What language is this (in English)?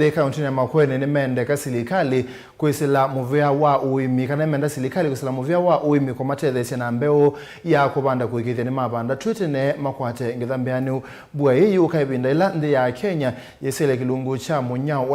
Kamba